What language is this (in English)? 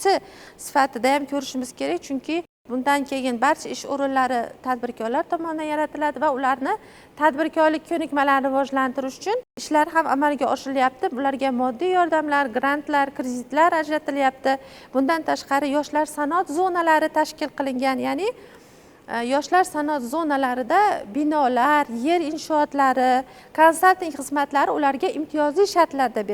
Uzbek